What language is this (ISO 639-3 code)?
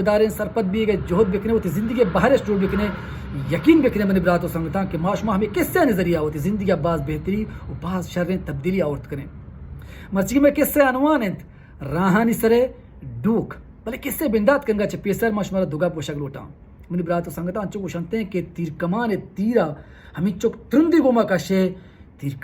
bal